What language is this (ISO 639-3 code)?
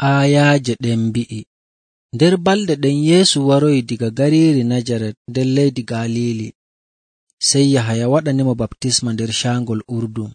fuv